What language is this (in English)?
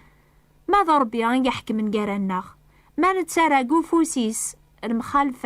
Kabyle